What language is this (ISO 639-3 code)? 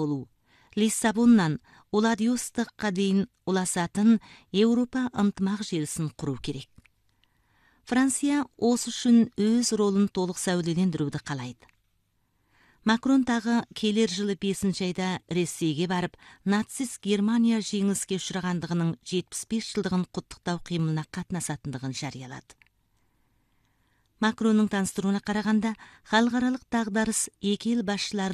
kaz